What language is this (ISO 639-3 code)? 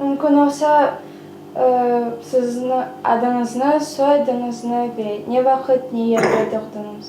crh